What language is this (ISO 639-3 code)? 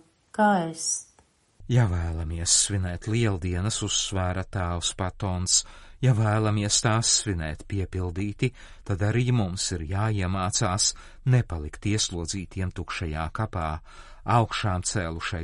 lav